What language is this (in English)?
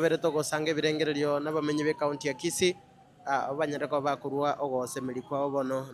Gusii